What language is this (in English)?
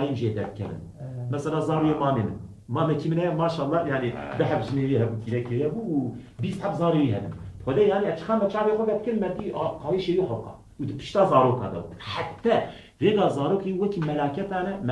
Kurdish